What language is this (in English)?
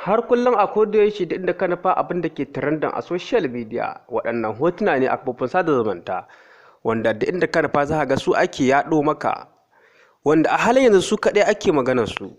Hausa